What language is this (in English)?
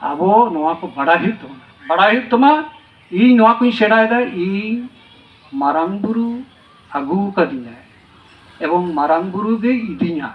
Santali